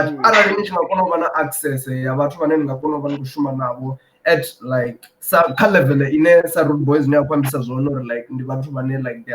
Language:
Venda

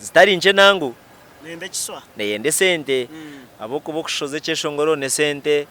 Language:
Nyankole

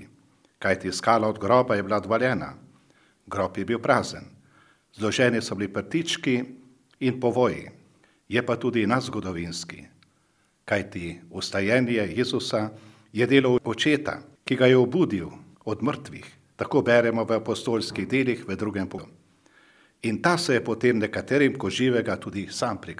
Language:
Slovenian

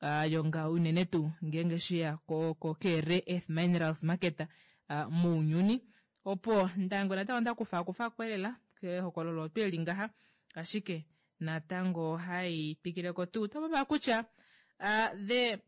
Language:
Kuanyama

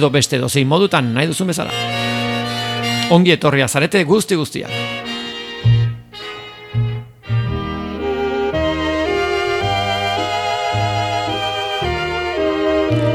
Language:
Basque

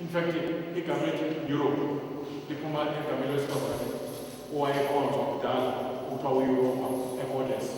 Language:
Zulu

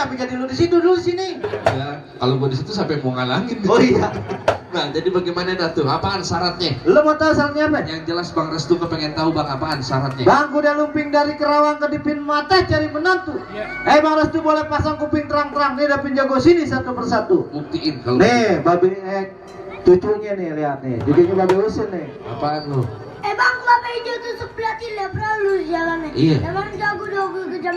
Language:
Betawi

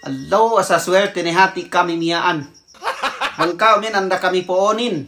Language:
Yakan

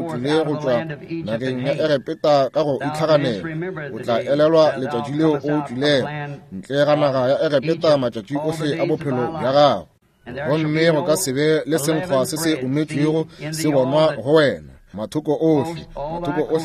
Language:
Northern Sotho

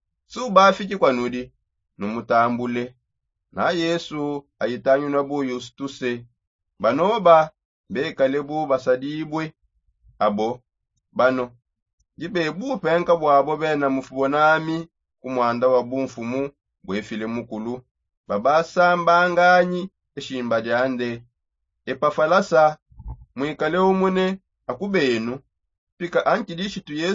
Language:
Songe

